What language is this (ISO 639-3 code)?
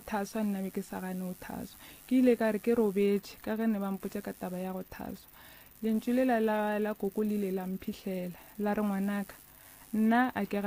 nso